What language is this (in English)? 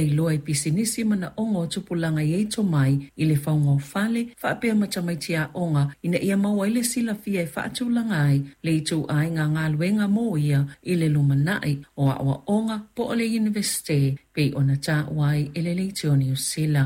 Samoan